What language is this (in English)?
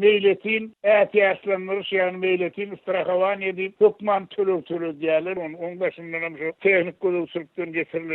Turkmen